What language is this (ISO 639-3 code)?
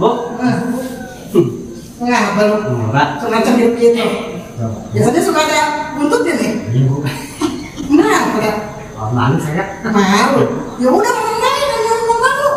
bew